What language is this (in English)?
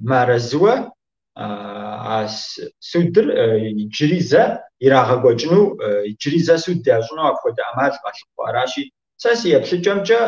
Kabardian